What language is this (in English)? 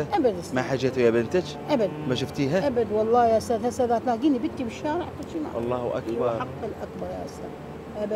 Mesopotamian Arabic